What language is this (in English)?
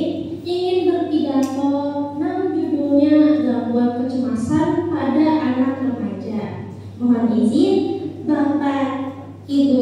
Banjar